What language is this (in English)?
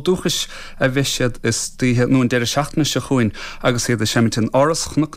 Irish